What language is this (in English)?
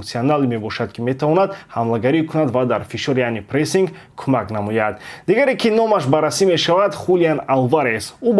Tajik